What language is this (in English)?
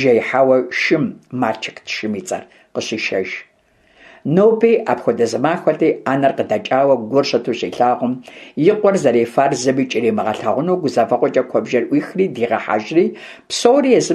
Kabardian